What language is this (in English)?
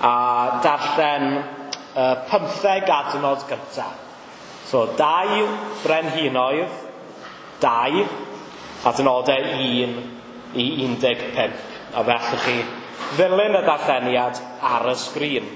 Welsh